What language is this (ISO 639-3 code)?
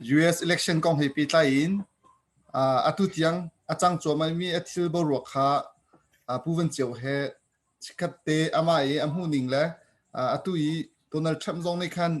cnh